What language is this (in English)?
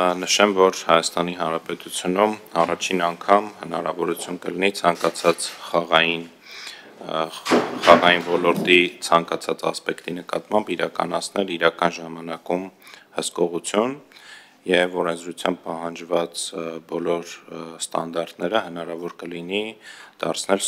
Armenian